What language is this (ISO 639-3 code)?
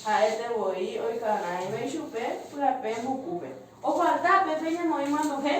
grn